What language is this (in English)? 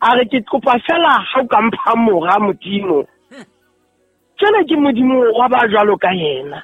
Southern Sotho